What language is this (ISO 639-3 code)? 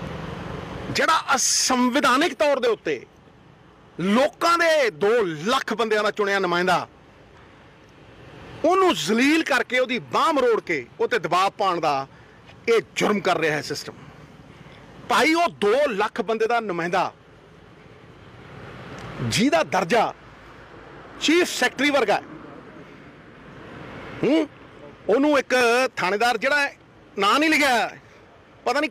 pan